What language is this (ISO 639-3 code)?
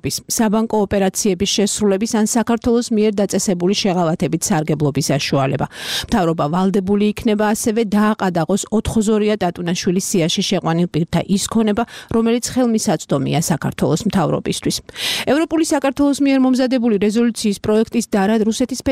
kat